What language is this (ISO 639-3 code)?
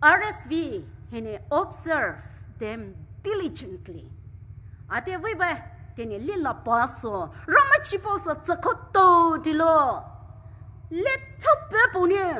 pmx